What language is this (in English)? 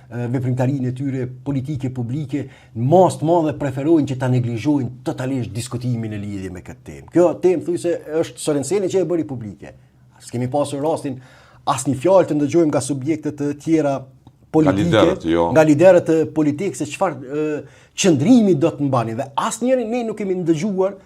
Albanian